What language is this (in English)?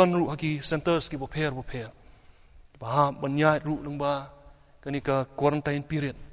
Khasi